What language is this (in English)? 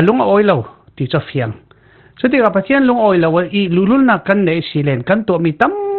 Falam Chin